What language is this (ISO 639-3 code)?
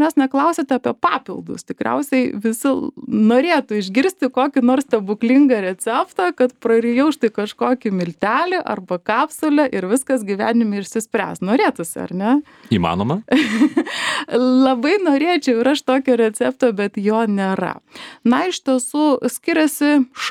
lit